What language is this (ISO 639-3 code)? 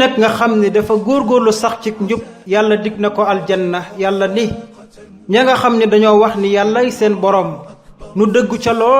wol